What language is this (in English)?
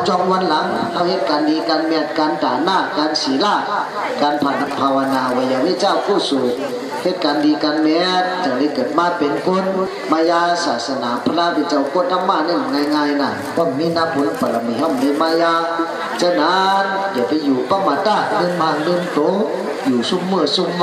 Shan